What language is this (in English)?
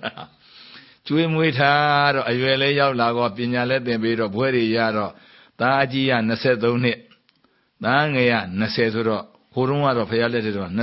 Burmese